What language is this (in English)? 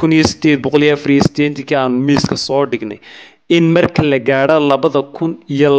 Somali